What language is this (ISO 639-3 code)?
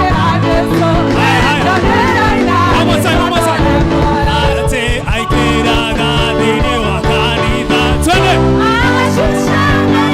kik